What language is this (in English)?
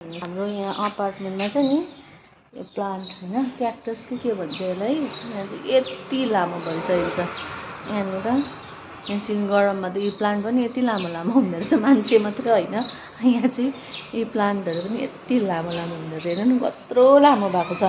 Nepali